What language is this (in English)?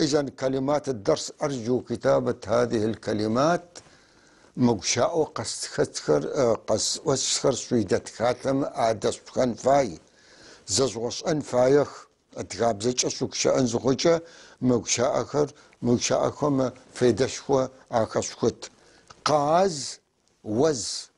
North Levantine Arabic